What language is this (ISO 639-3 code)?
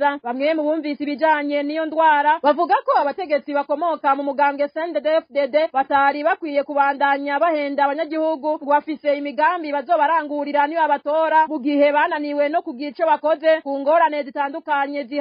run